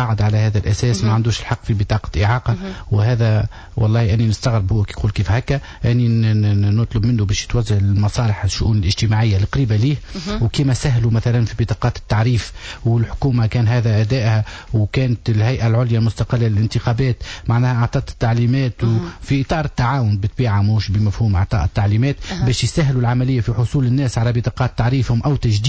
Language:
Tunisian Arabic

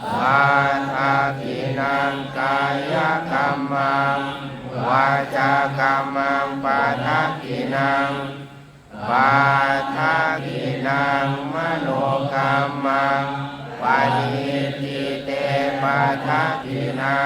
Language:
Pali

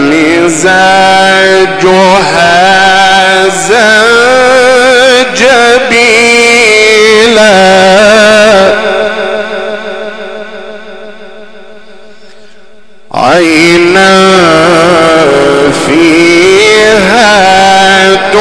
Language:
Arabic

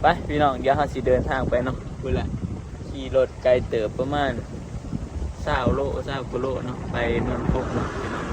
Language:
Northeastern Thai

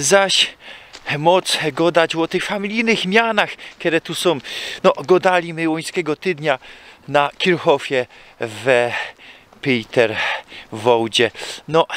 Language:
Silesian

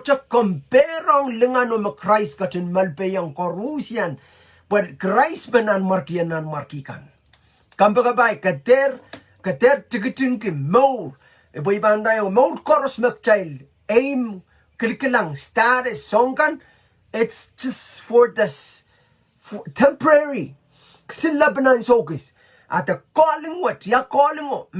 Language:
Pohnpeian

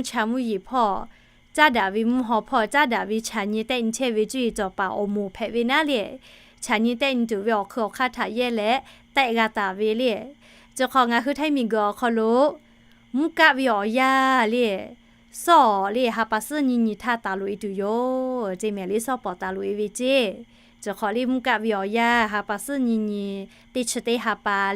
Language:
Lahu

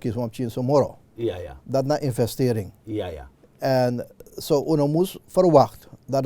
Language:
Sranan Tongo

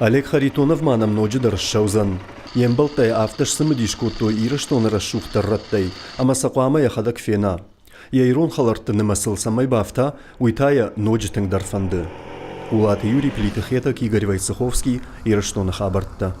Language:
Ossetic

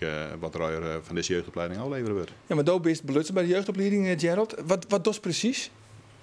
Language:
Western Frisian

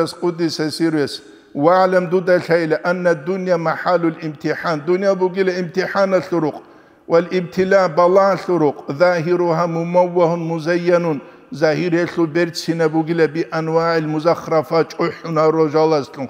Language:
Avaric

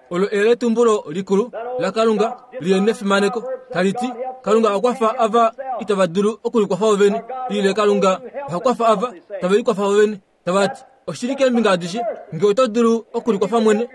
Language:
Kuanyama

